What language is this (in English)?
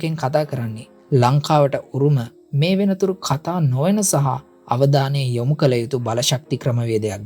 Sinhala